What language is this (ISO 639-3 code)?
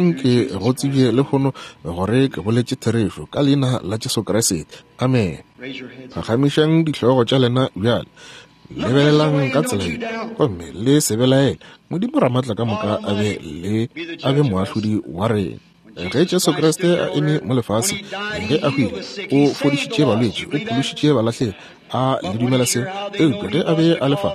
nso